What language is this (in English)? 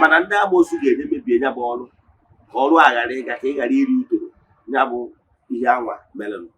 Igbo